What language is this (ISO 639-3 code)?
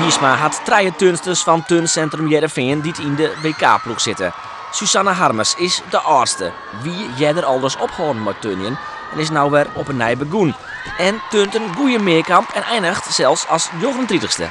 fry